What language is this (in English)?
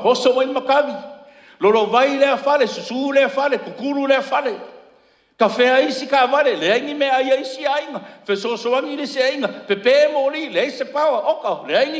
Samoan